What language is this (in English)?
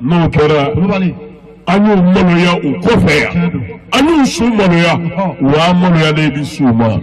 Bambara